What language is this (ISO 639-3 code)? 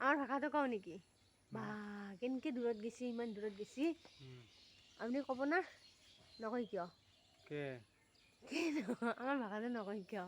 asm